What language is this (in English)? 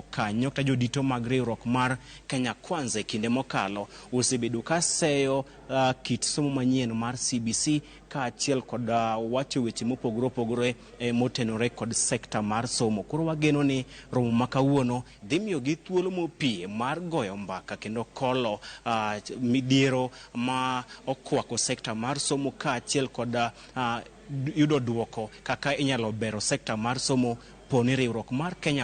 Luo (Kenya and Tanzania)